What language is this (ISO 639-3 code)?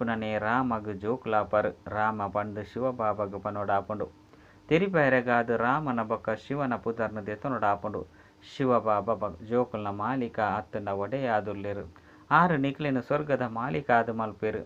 tcy